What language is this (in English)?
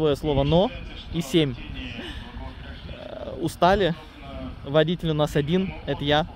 Russian